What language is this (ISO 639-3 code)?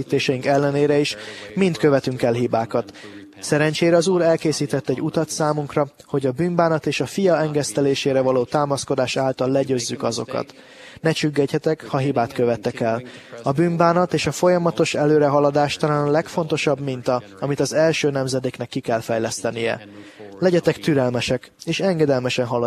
hun